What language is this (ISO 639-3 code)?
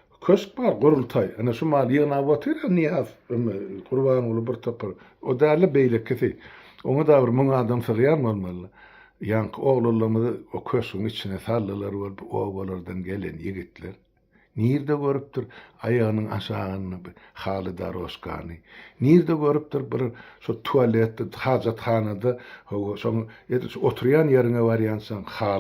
tuk